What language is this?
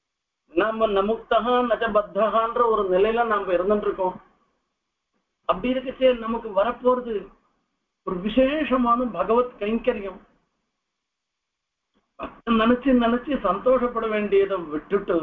Tamil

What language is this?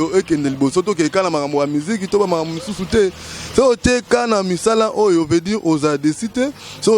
Lingala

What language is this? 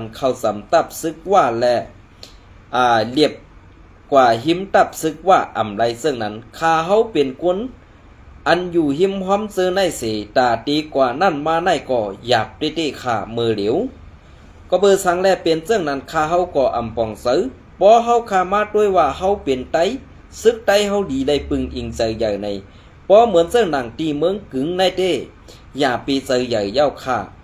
Shan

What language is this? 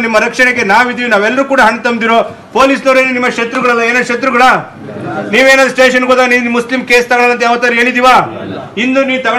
Kannada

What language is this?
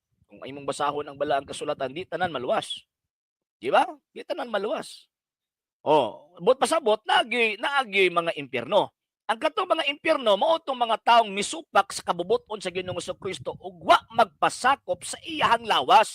Cebuano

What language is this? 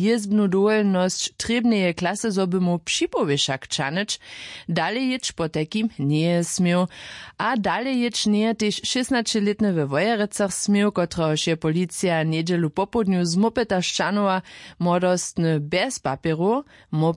Upper Sorbian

